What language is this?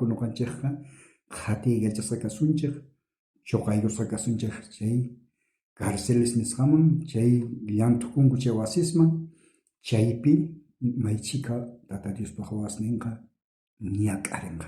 South Bolivian Quechua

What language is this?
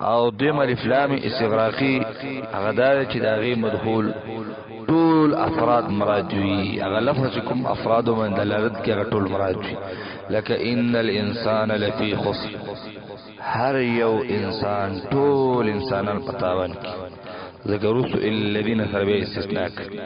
Pashto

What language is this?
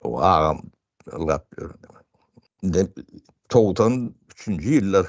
Turkmen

